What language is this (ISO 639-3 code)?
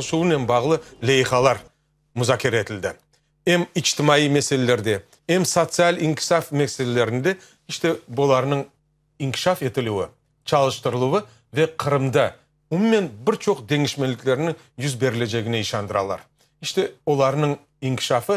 crh